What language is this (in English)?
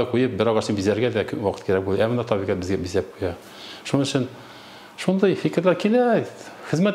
Tatar